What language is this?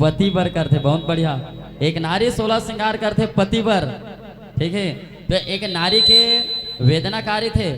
Chhattisgarhi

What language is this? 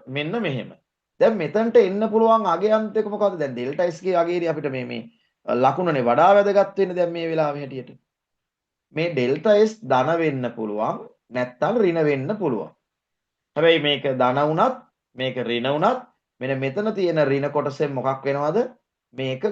Sinhala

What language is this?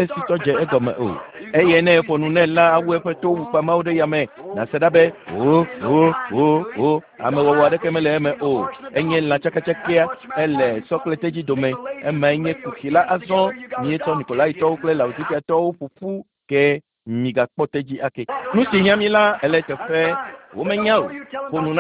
Ewe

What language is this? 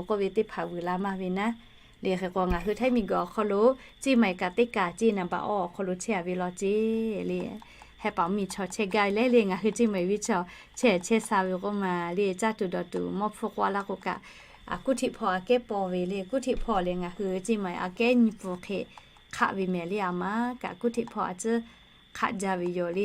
Lahu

